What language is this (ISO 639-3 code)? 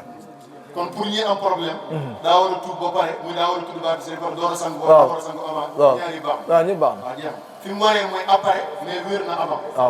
wol